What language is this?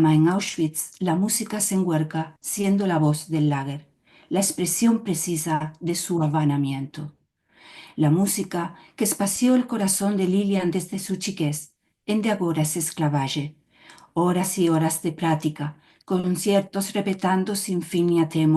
Ladino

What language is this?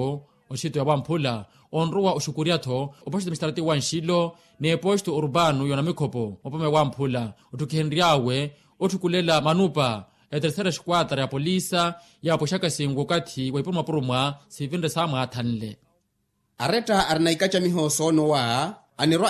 Makhuwa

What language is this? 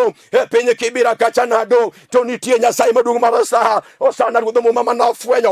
Luo (Kenya and Tanzania)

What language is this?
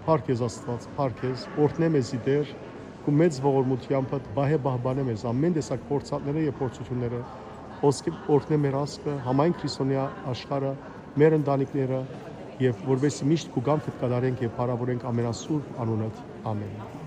Western Armenian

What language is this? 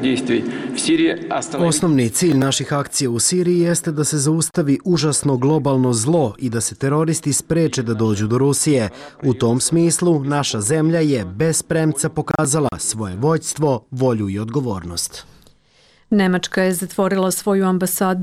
Serbian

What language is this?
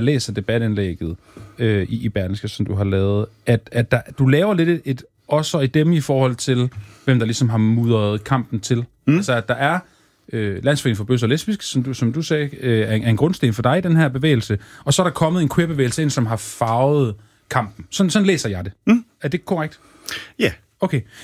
Danish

